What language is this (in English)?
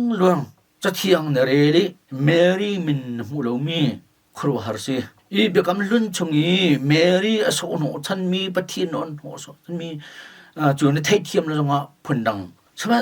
Hakha Chin